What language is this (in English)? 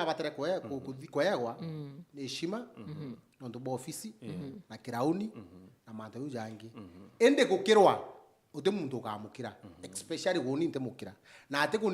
Meru